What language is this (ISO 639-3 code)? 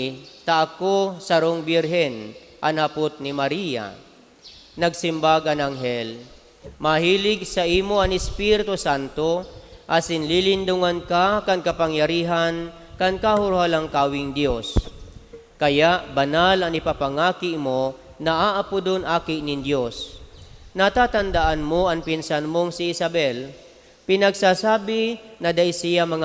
bik